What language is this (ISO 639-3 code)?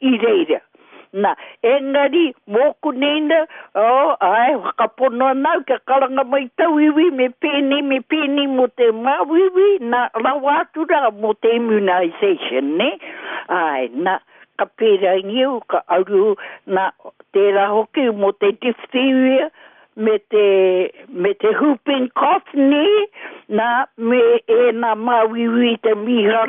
mri